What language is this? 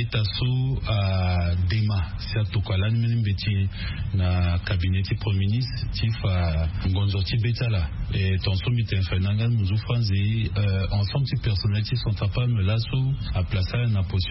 Sango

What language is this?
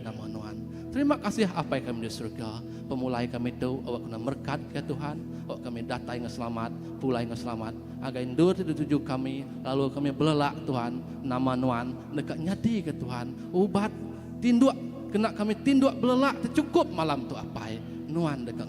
Iban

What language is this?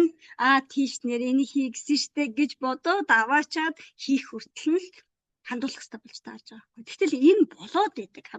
Mongolian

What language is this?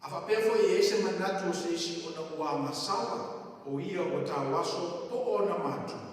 Samoan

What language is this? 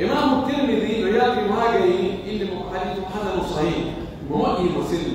Pular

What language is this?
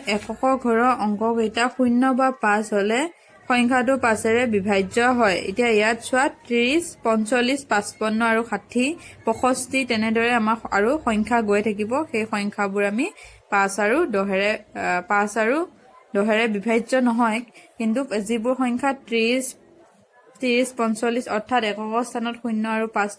Assamese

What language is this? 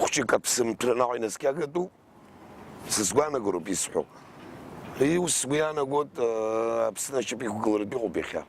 Abkhazian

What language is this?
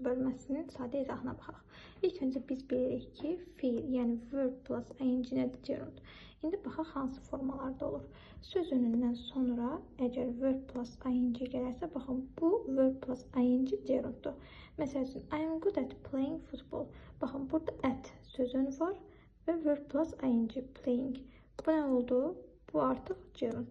Azerbaijani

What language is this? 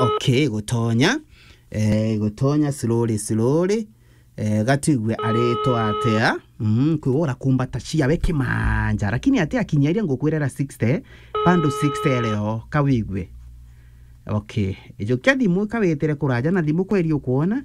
Meru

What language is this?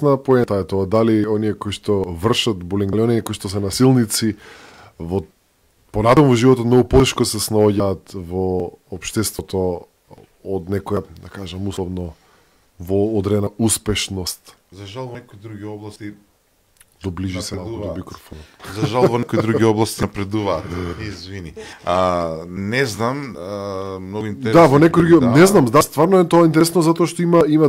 Macedonian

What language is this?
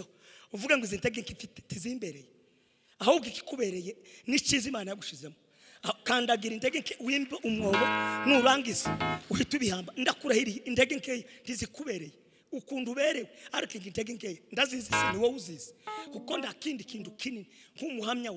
Kinyarwanda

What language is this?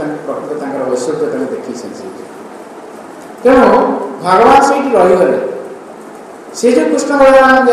Odia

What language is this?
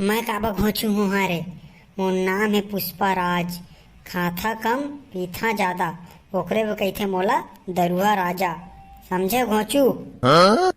Chhattisgarhi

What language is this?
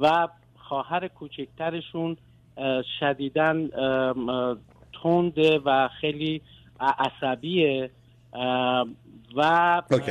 Persian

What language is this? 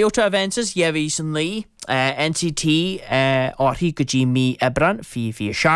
Irish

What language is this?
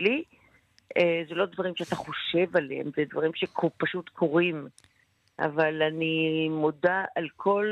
Hebrew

